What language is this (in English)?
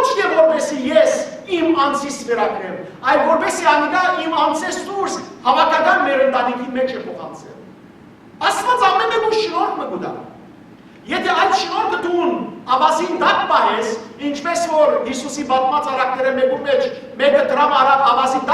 Western Armenian